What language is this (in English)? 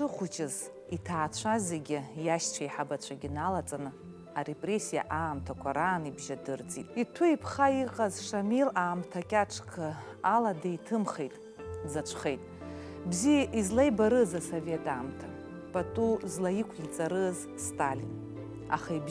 Abkhazian